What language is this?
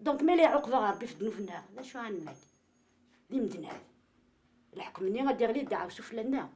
Kabyle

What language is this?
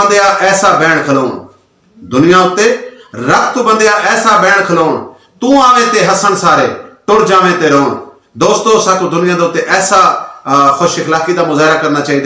Saraiki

